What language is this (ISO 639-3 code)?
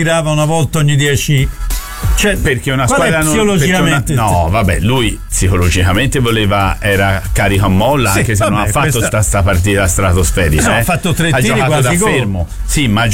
ita